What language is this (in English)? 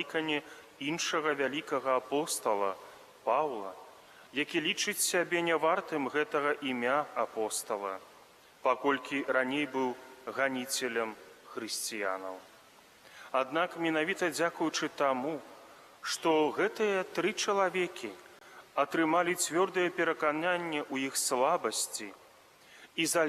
Belarusian